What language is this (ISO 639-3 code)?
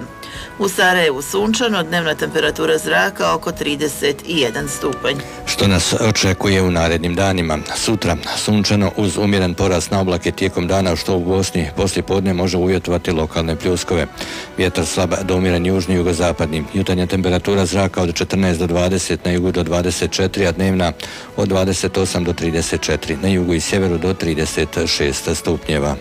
bos